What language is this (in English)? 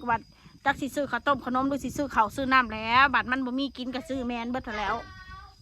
Northeastern Thai